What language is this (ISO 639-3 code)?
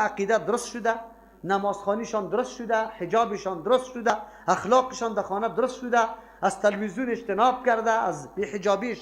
fas